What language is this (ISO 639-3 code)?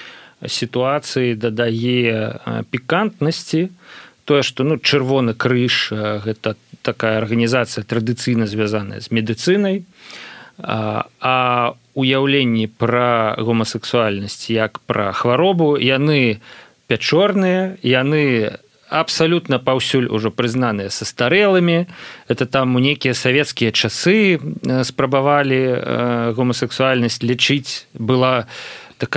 bel